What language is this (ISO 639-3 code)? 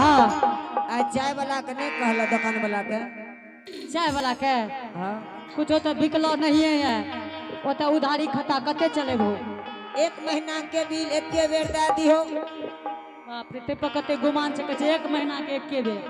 anp